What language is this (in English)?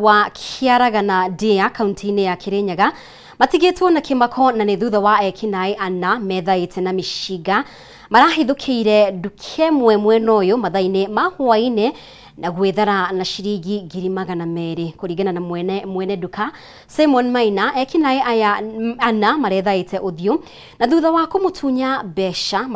Kikuyu